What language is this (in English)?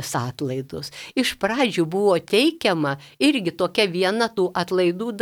Lithuanian